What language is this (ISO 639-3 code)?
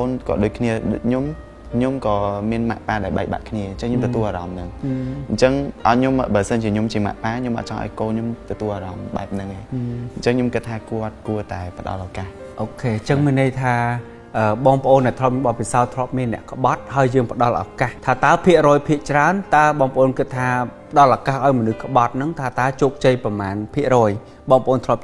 khm